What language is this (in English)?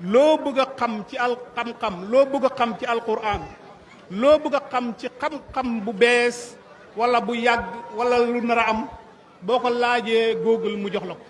Wolof